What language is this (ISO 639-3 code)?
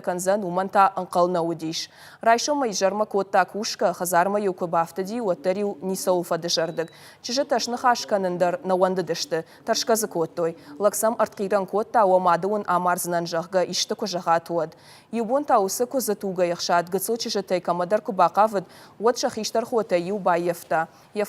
oss